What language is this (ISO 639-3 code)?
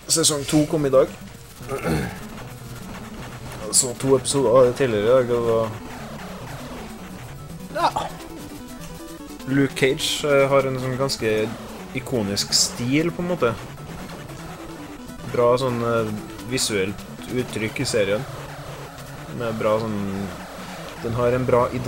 nor